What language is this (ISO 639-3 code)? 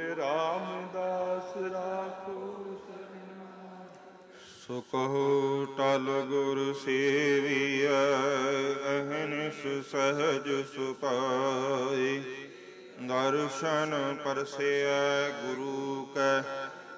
pan